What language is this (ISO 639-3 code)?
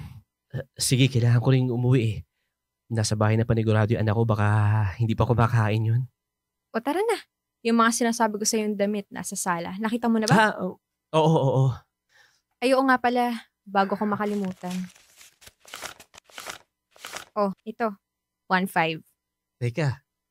fil